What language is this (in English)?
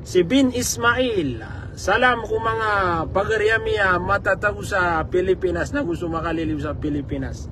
Maranao